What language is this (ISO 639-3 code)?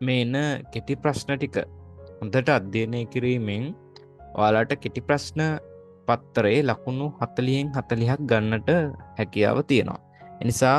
sin